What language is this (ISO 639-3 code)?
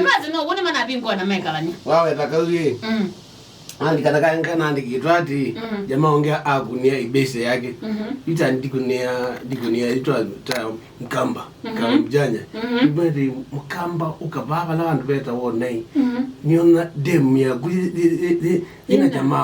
kam